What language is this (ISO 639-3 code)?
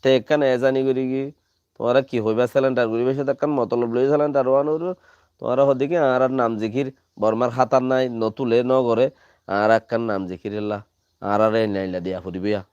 rhg